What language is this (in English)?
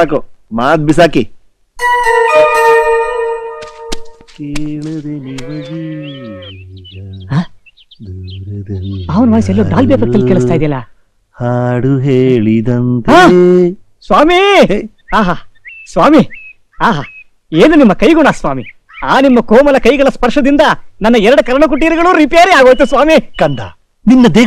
Kannada